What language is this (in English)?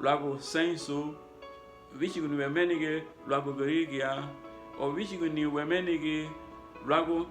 Garifuna